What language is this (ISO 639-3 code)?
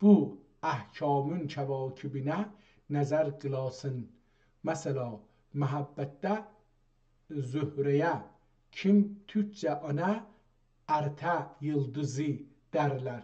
azb